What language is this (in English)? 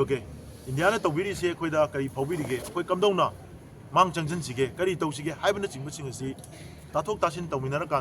Manipuri